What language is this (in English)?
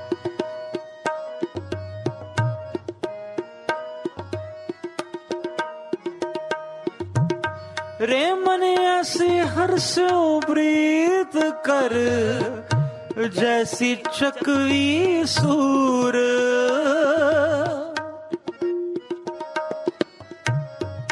Punjabi